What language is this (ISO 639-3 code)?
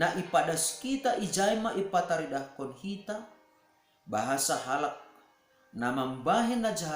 bts